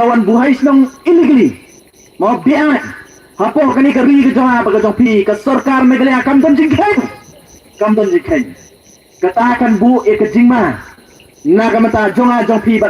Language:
Khasi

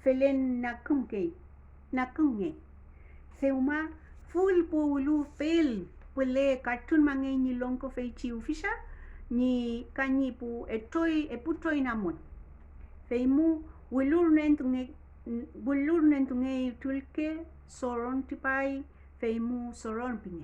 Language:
Mapuche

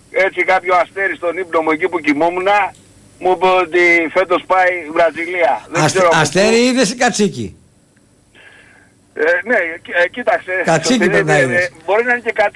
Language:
Greek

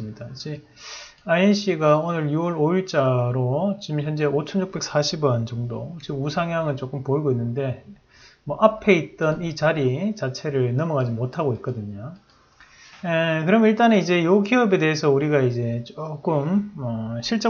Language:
Korean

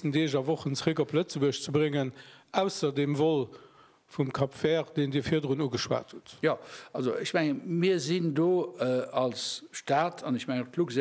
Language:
Luxembourgish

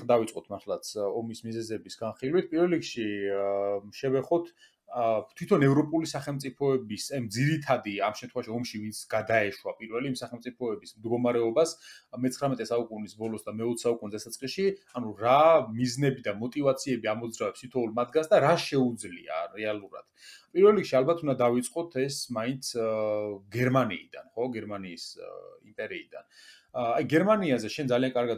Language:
Georgian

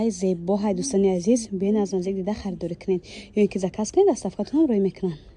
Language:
Tajik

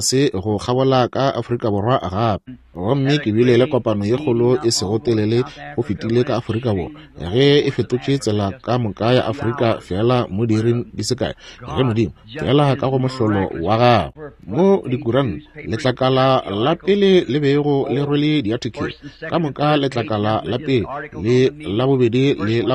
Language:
Northern Sotho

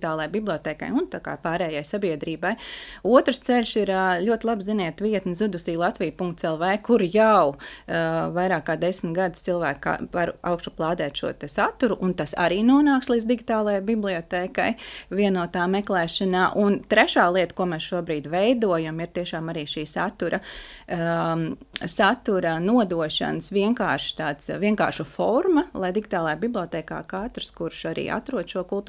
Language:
Latvian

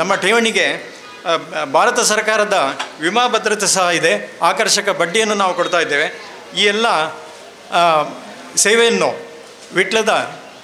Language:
Kannada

